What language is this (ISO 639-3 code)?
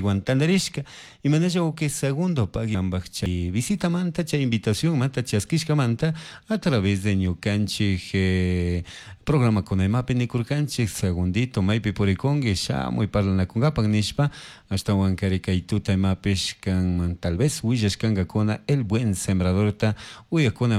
qug